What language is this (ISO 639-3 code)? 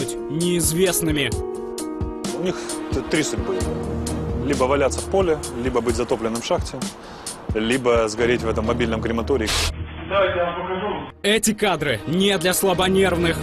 rus